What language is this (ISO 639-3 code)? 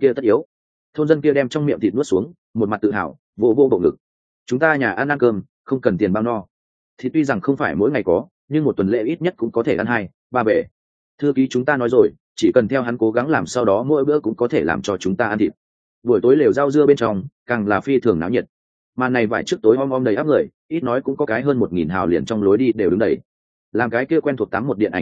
vie